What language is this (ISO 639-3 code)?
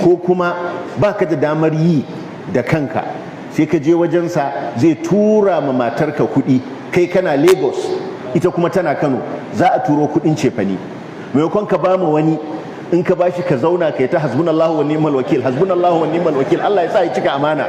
hau